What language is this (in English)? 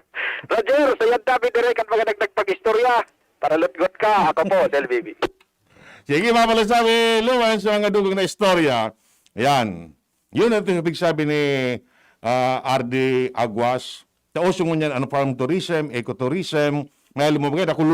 Bikol